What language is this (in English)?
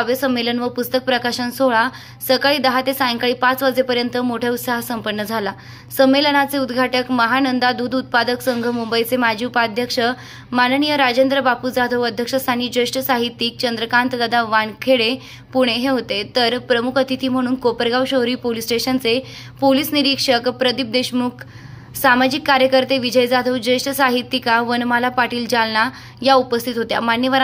Marathi